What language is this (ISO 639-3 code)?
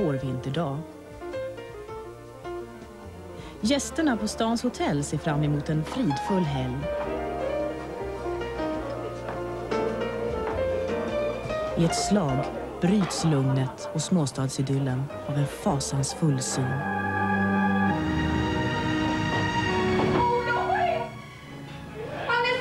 swe